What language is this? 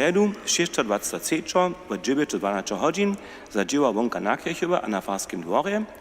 Upper Sorbian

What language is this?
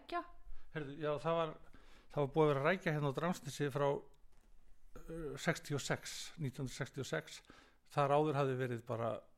Icelandic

